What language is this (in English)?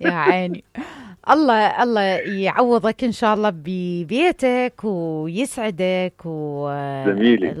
Mesopotamian Arabic